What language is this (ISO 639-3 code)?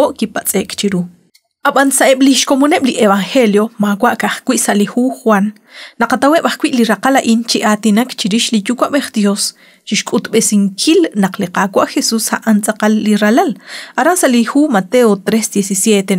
kek